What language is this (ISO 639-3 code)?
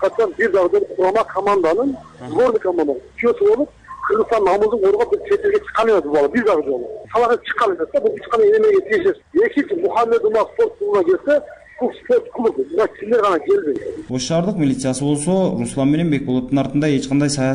kir